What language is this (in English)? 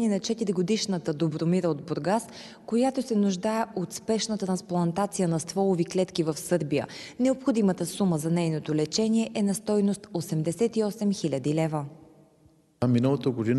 Bulgarian